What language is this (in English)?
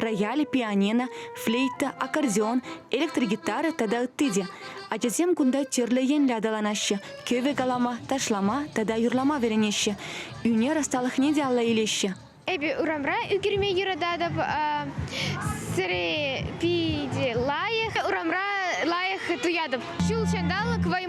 Chuvash